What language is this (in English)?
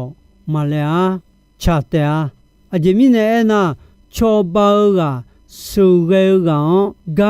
Akha